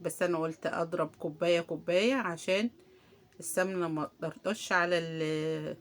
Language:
Egyptian Arabic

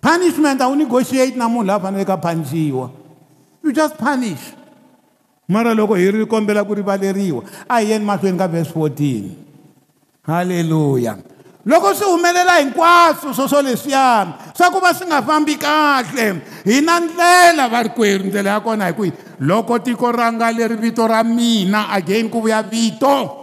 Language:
Tsonga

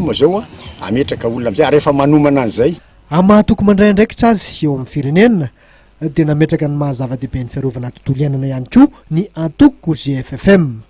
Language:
Malagasy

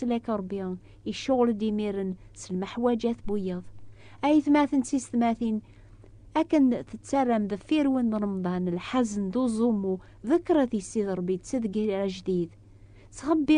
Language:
Kabyle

